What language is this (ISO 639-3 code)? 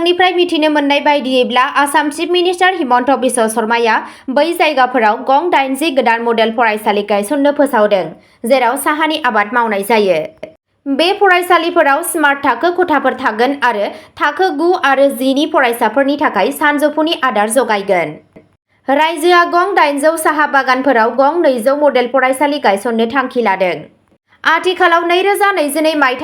brx